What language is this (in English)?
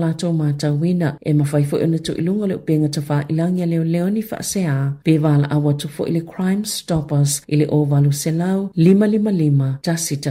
Samoan